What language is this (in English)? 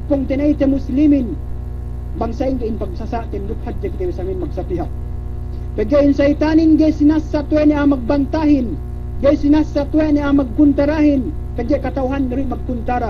Yakan